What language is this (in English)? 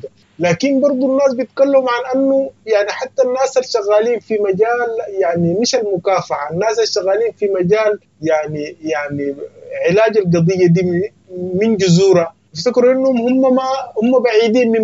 Sudanese Arabic